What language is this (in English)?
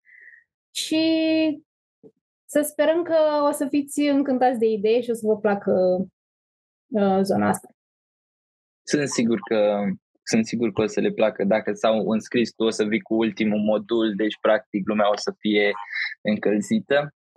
Romanian